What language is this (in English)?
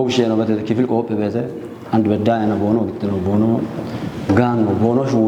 Kafa